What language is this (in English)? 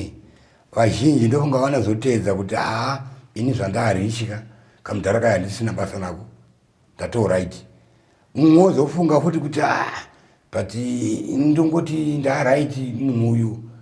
Shona